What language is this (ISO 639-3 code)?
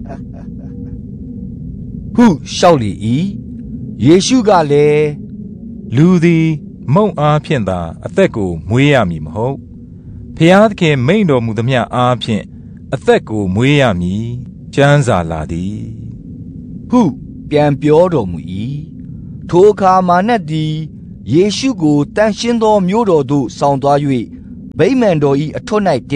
mya